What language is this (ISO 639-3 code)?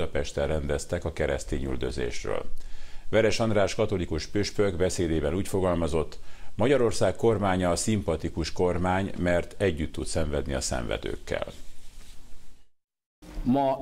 hun